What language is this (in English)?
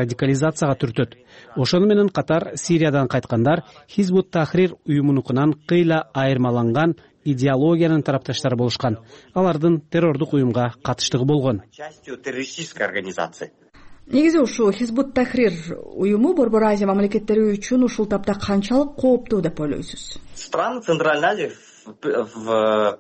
Kyrgyz